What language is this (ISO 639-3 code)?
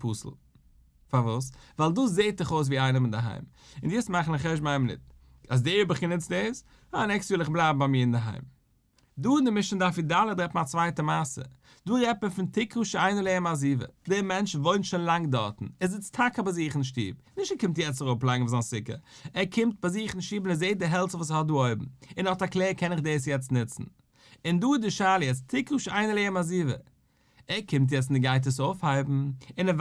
yid